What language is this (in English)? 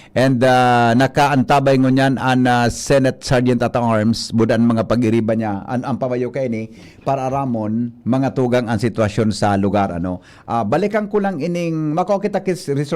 Bikol